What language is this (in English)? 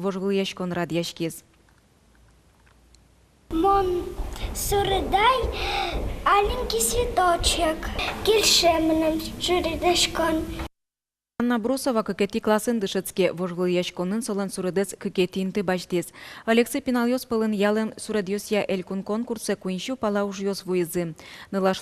Udmurt